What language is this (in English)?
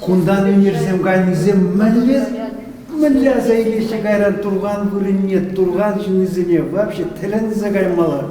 Chuvash